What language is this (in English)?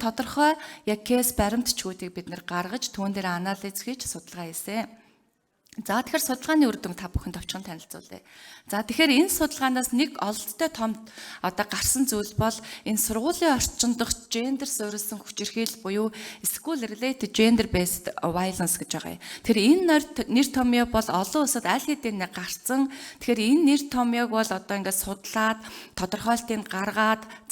Mongolian